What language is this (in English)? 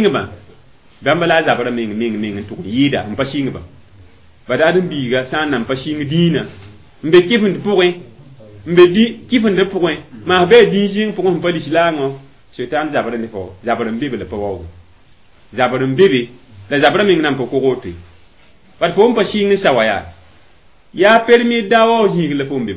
Mossi